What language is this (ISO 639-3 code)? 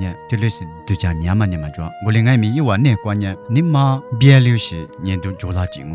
lis